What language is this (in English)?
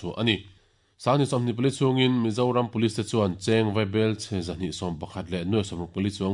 Mizo